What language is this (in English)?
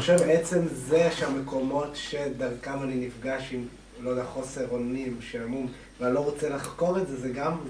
Hebrew